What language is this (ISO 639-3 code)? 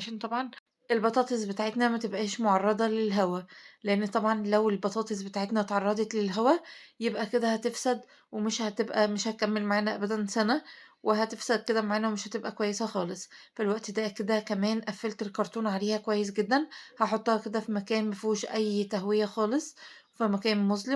arz